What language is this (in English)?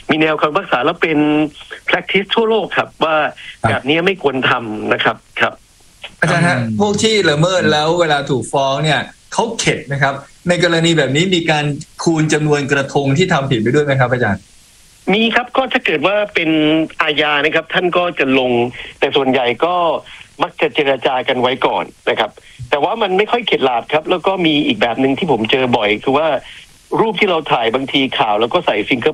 Thai